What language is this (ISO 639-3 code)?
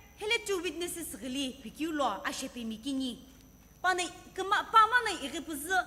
nsm